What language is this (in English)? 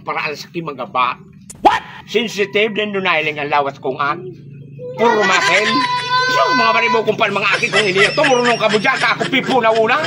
Bikol